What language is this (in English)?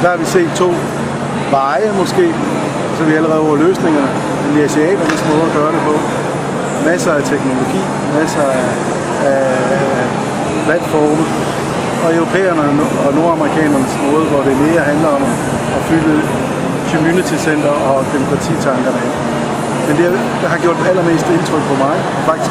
Danish